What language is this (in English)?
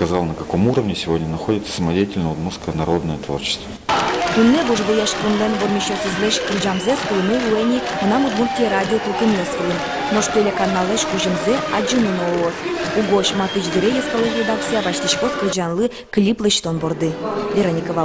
Udmurt